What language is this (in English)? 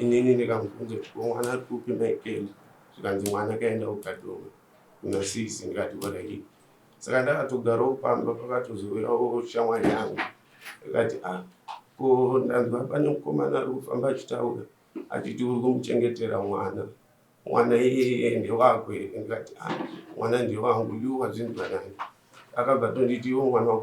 Shona